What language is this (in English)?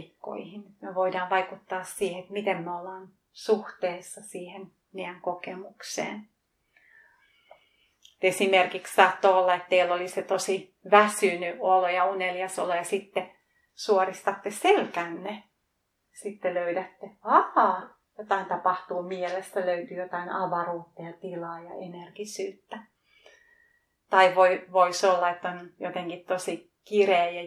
Finnish